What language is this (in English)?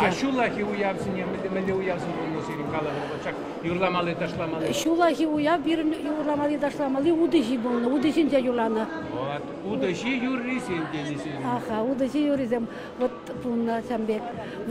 Chuvash